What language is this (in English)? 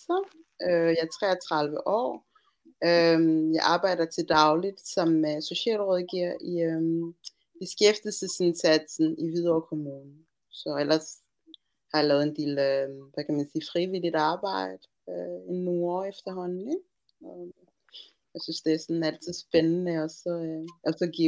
Danish